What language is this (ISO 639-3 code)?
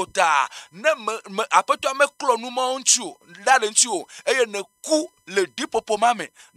ewe